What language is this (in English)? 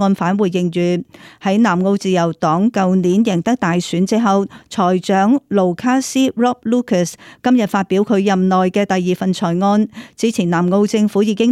Cantonese